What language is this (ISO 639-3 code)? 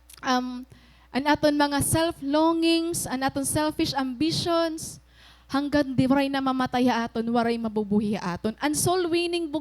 war